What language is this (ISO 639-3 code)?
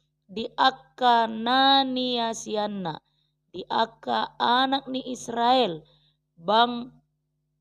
bbc